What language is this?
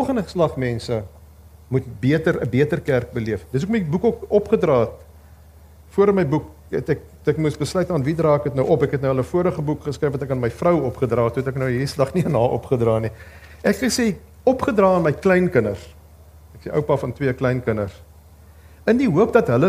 Afrikaans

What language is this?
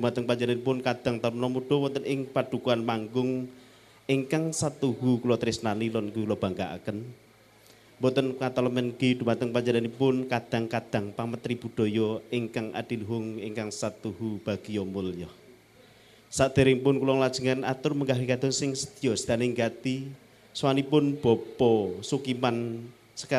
Javanese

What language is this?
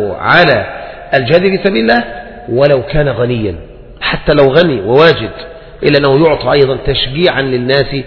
Arabic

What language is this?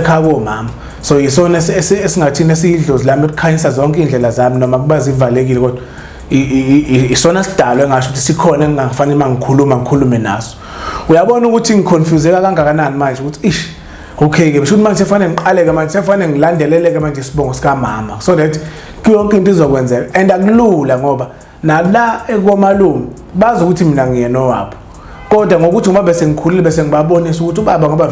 Zulu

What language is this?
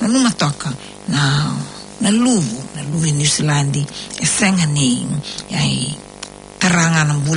Fijian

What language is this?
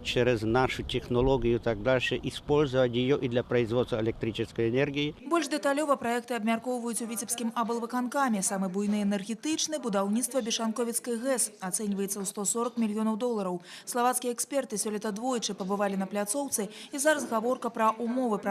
Belarusian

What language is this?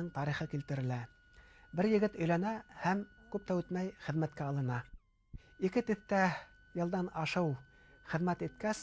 Bashkir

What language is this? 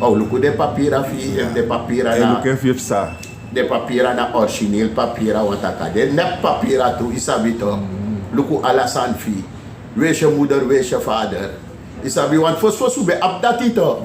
Sranan Tongo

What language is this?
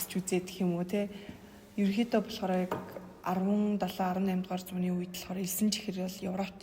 Mongolian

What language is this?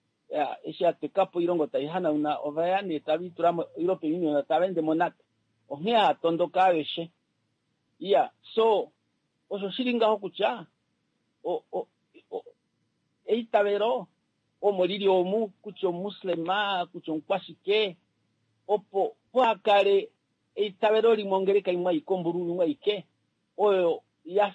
Kuanyama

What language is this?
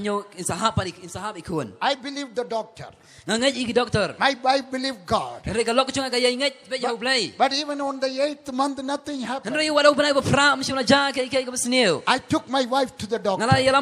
Khasi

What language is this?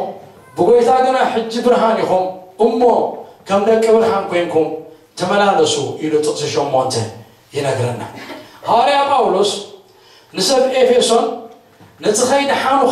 Tigrinya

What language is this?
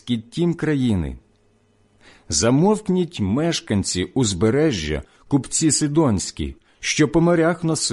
Ukrainian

